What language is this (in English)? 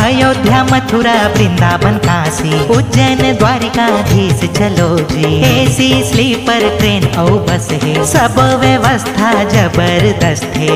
Chhattisgarhi